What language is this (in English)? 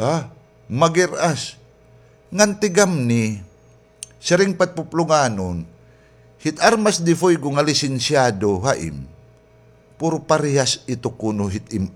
Waray